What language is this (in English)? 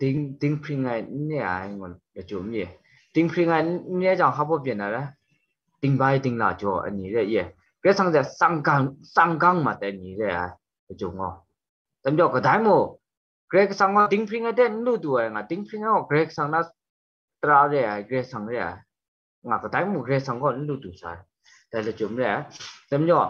Kachin